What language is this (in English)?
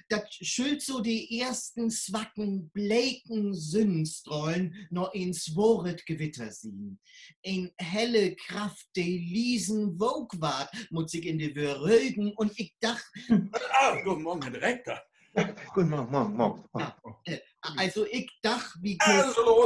Low German